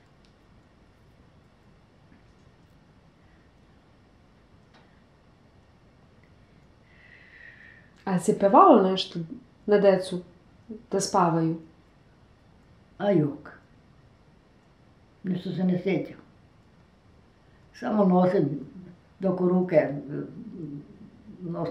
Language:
Serbian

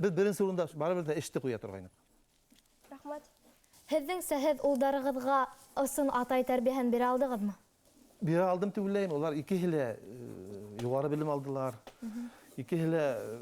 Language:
Bashkir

